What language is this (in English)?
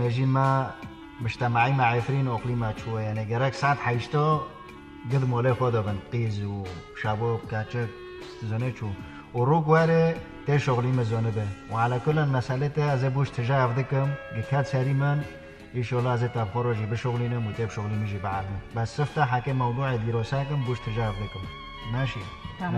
Kurdish